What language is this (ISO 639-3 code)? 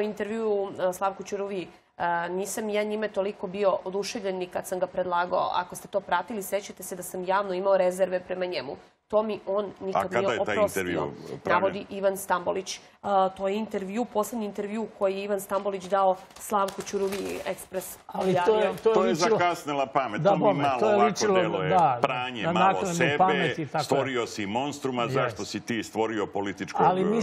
srp